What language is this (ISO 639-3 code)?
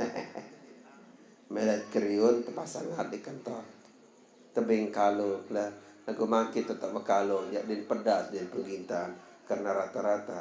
sas